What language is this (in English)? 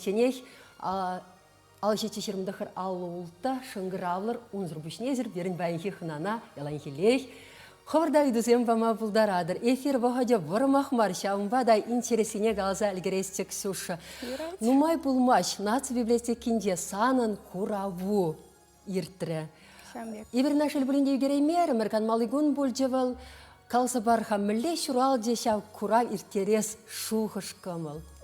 Chuvash